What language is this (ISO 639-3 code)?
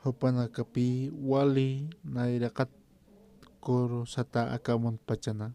aym